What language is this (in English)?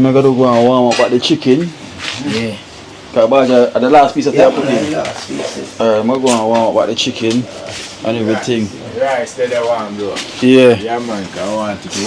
Jamaican Creole English